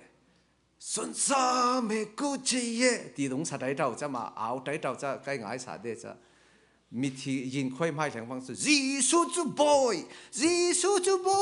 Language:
Falam Chin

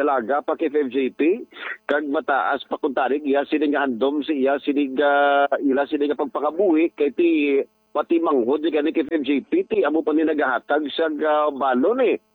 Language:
Hiligaynon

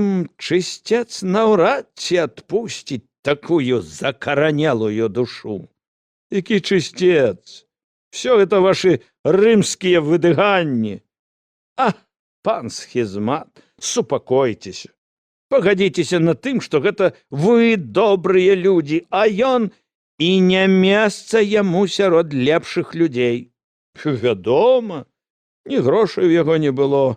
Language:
Belarusian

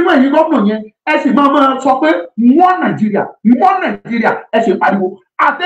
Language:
Yoruba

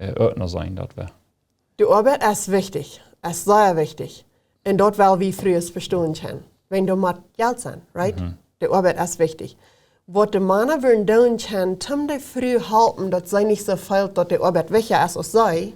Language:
Plautdietsch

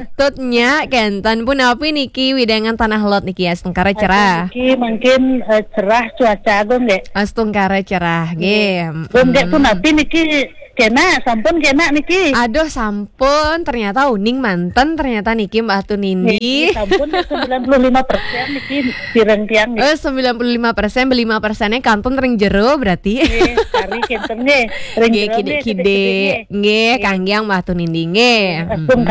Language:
Balinese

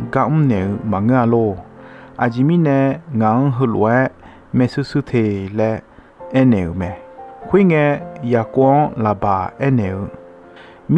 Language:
Akha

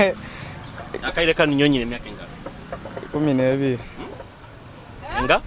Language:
Nyoro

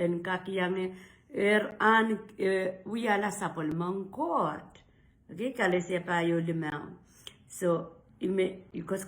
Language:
Pohnpeian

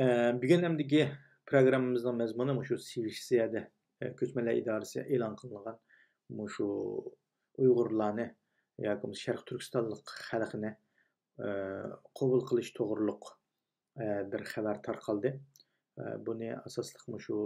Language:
Uyghur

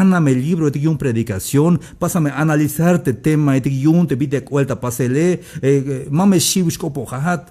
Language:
Tzeltal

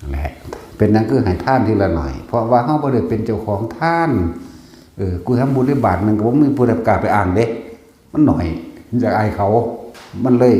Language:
Northeastern Thai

